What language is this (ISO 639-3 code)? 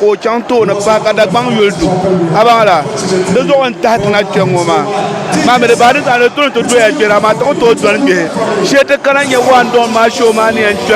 dag